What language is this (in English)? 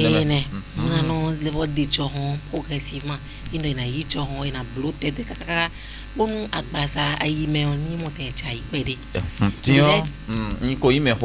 Fon